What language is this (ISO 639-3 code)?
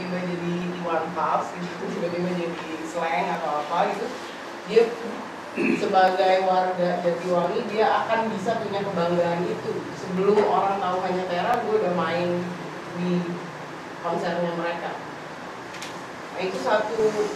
ind